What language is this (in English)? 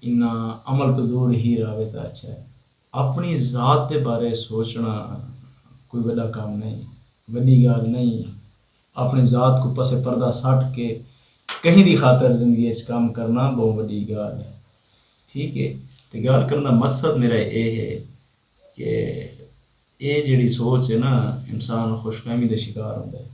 Saraiki